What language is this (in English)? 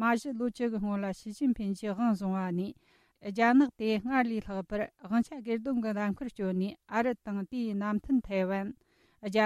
Tibetan